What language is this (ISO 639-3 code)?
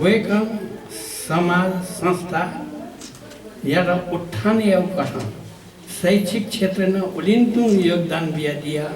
new